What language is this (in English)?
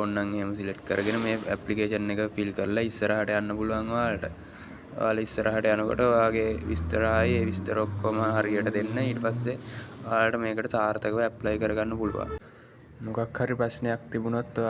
Sinhala